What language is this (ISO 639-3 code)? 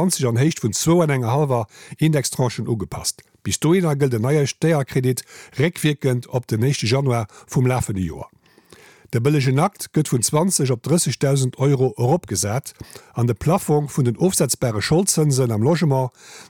ltz